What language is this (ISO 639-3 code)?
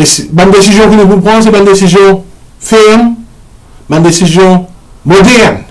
mfe